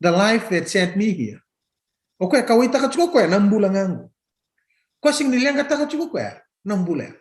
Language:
Fijian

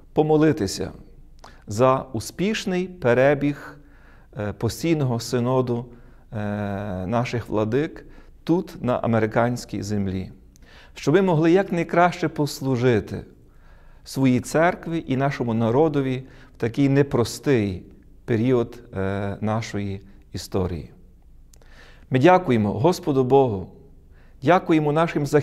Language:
Ukrainian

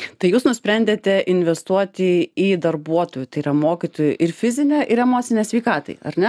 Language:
Lithuanian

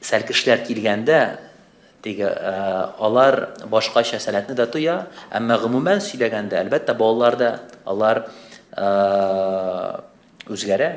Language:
Tatar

